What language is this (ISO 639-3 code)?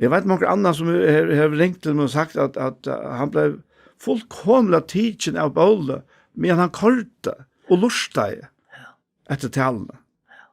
fao